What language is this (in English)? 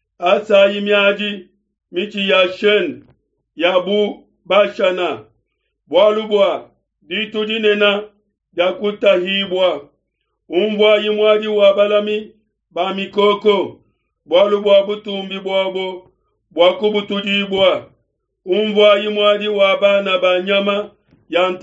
Luba-Lulua